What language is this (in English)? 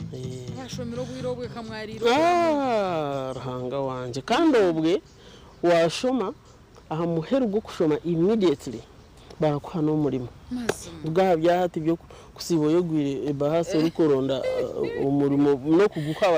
Nyankole